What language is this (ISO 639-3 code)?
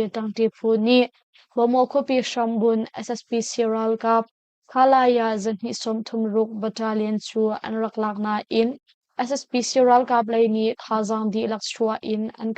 cnh